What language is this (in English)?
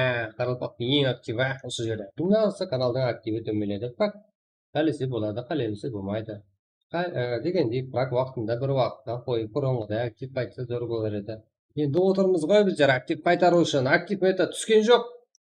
Kara-Kalpak